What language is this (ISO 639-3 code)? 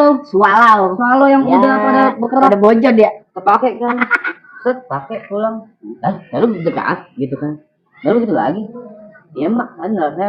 bew